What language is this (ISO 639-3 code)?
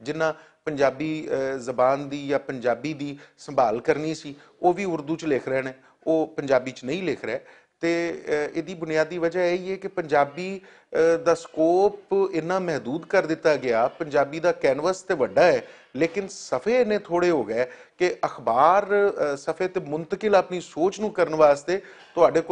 lah